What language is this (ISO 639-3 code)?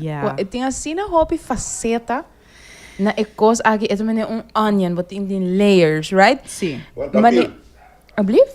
pap